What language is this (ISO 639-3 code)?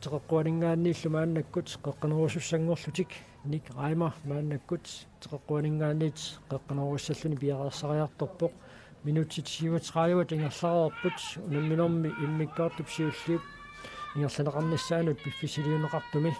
kal